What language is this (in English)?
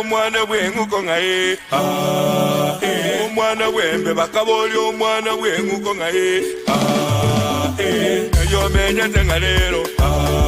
Gusii